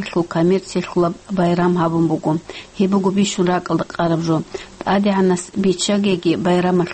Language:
Avaric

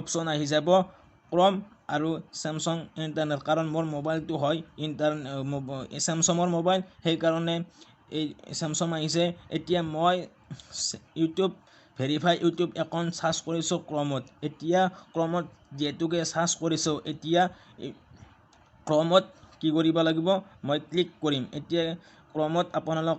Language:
Assamese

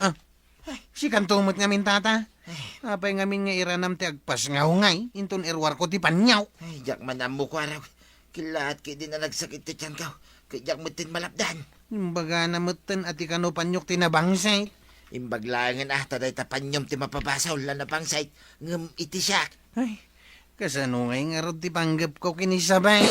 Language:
Iloko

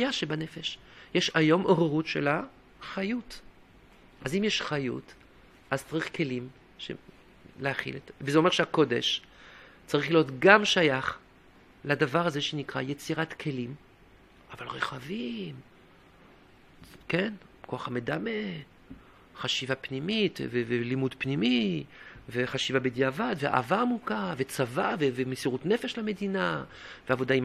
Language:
Hebrew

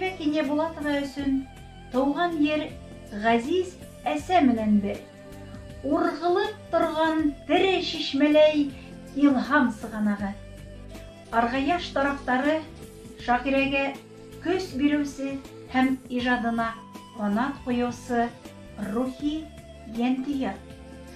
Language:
Bashkir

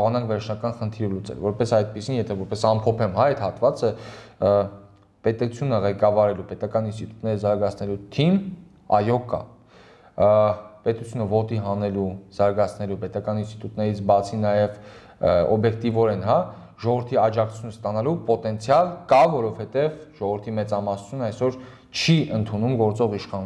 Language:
Armenian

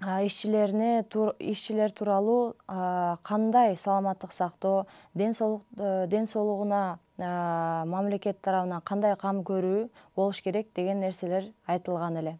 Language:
Kyrgyz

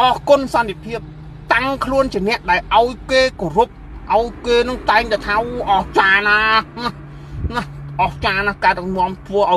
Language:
Khmer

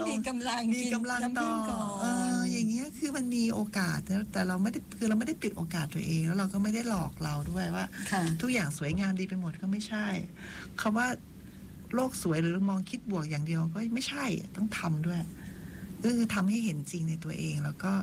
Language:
Thai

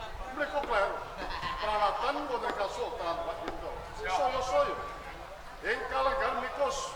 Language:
Javanese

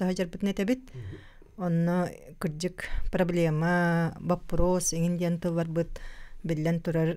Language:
Yakut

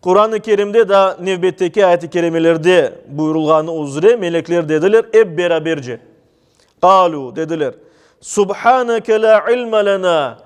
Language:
Crimean Tatar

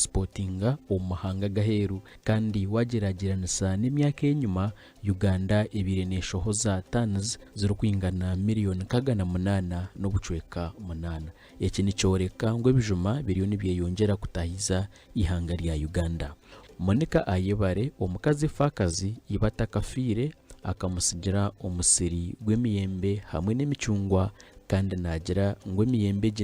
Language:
Nyankole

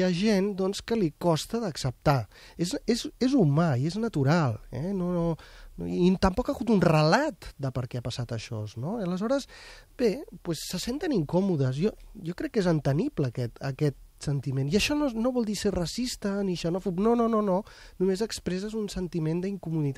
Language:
Catalan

